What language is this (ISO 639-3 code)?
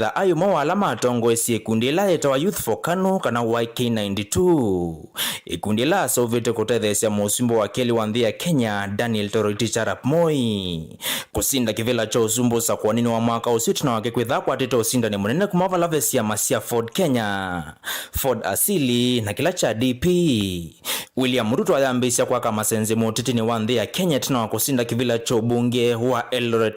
kam